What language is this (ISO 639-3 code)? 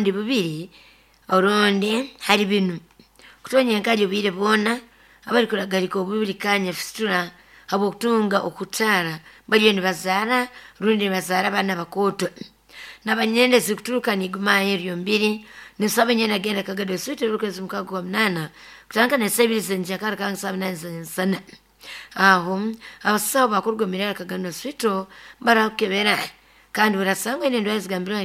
nyo